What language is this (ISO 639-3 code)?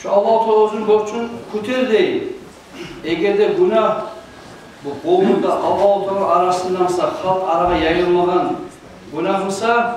kum